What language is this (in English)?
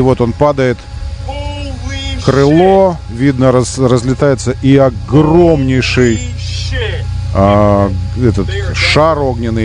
Russian